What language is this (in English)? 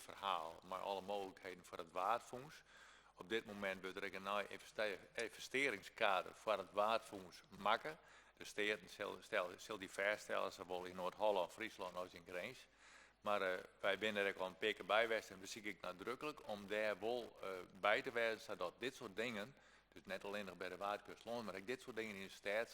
Western Frisian